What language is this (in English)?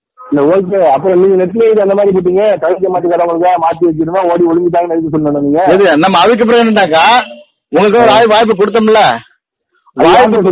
Tamil